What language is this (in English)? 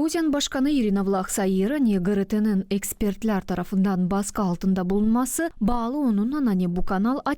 Gagauz